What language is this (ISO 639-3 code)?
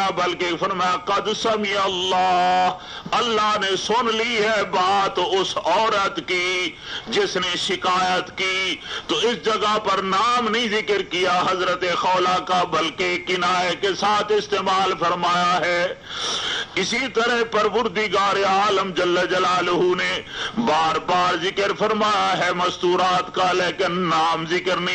urd